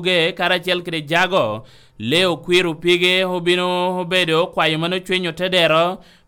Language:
Lango (Uganda)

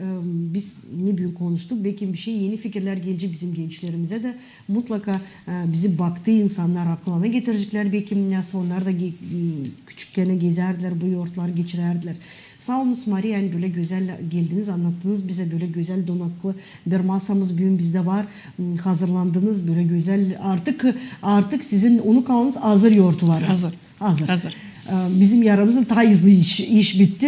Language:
Gagauz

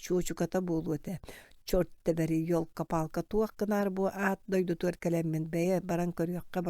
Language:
Yakut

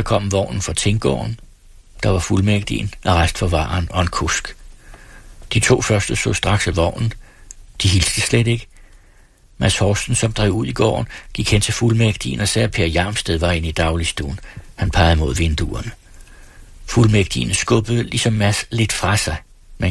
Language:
Danish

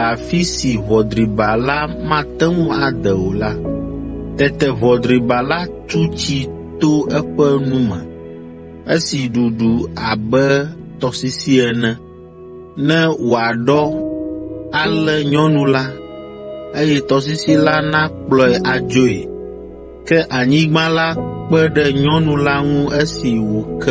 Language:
Ewe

